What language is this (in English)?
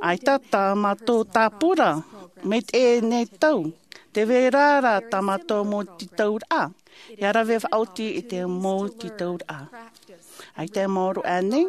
Tahitian